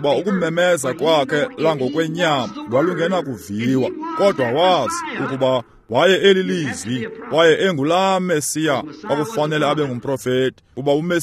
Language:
Xhosa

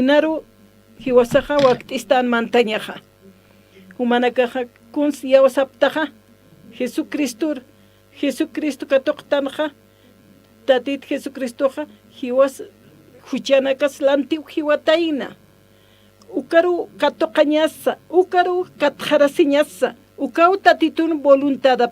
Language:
Aymara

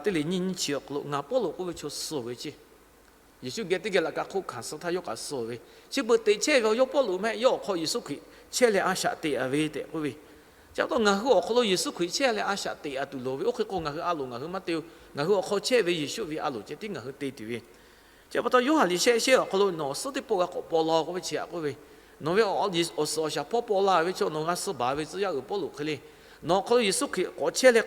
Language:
Lahu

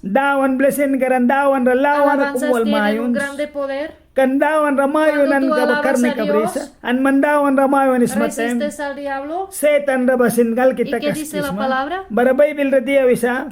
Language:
Mískito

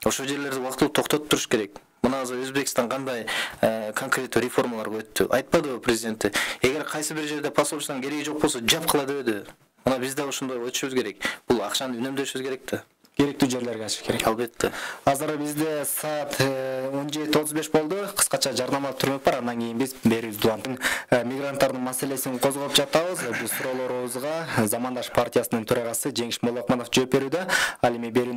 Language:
Kyrgyz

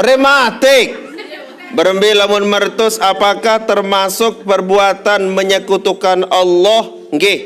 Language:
Sasak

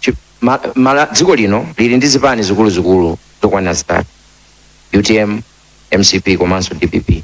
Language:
Nyanja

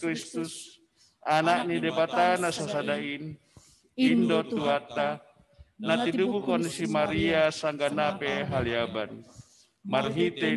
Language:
Batak Simalungun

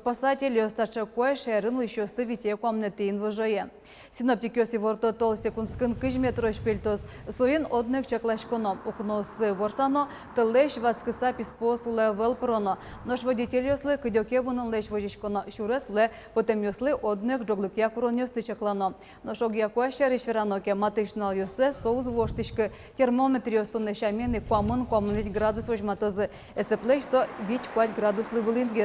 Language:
Udmurt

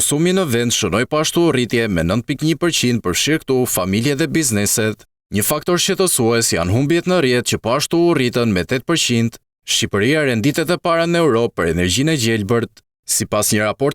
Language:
Albanian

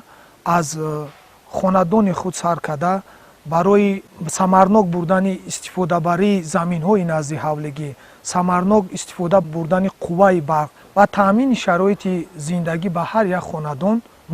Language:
Tajik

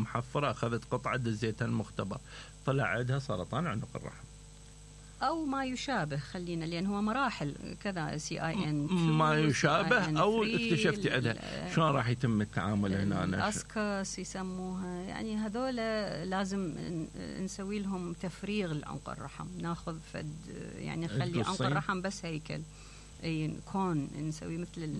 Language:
Mesopotamian Arabic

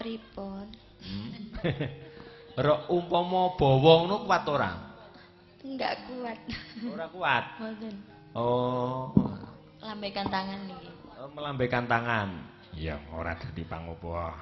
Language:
Javanese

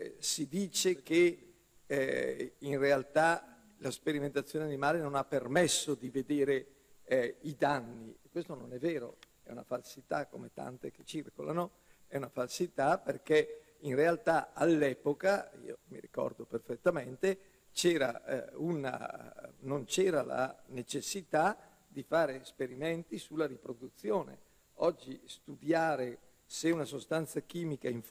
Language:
Italian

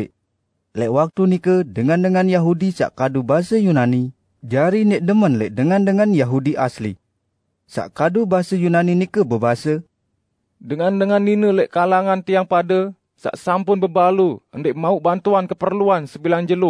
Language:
Sasak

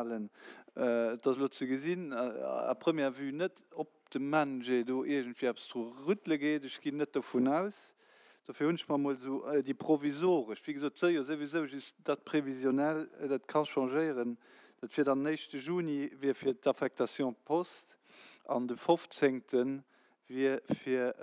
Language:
Luxembourgish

